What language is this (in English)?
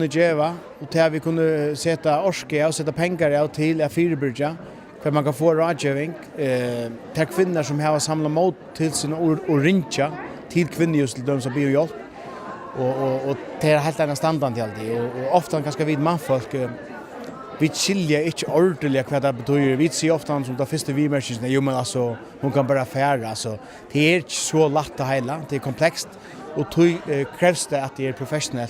Faroese